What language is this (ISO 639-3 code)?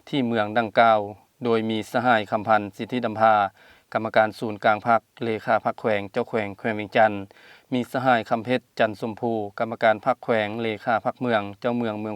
lao